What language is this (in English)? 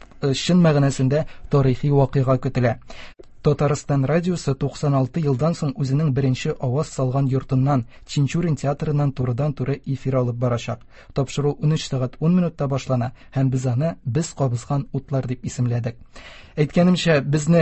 Tatar